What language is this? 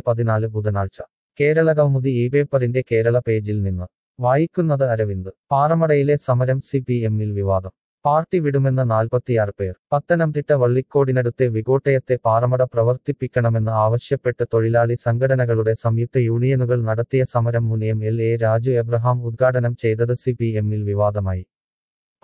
Malayalam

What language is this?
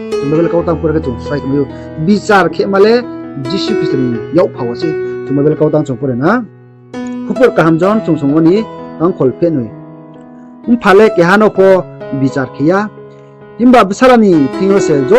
Riang (India)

